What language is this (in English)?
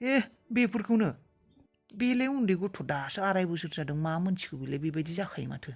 Bodo